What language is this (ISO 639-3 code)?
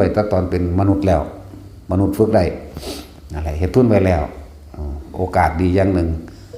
lao